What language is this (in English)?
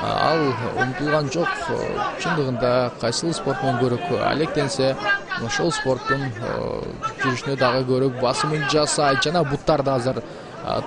Kyrgyz